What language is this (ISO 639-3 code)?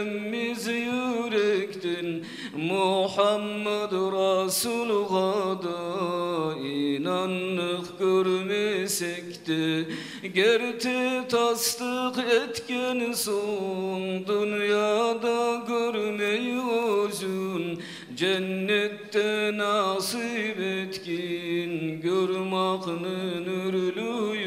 kum